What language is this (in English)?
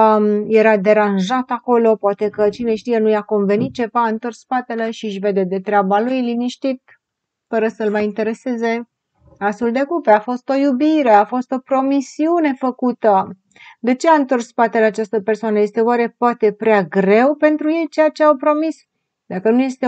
Romanian